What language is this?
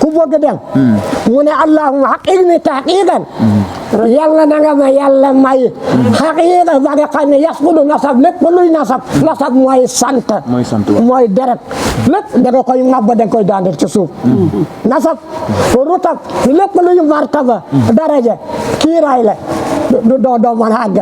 Wolof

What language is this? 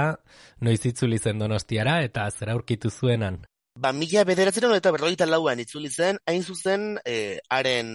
Basque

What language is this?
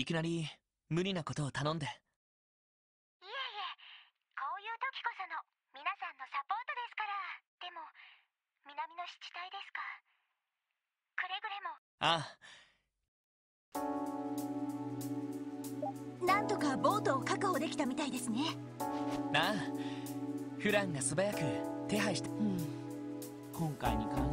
Japanese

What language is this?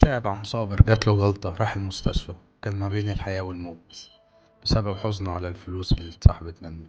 Egyptian Arabic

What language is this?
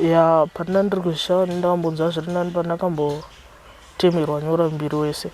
Shona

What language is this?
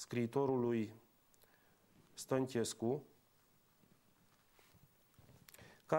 Romanian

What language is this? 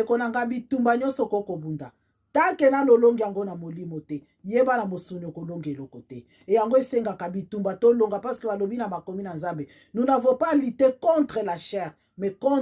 Lingala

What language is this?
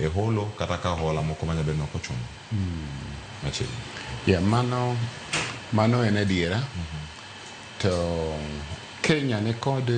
Luo (Kenya and Tanzania)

